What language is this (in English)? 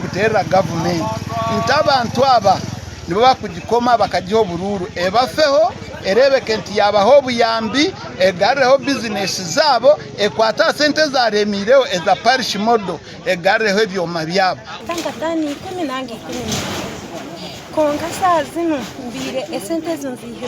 Nyankole